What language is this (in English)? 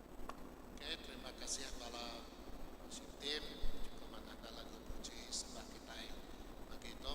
Iban